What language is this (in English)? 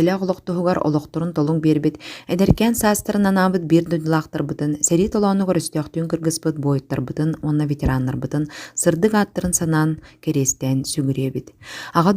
Yakut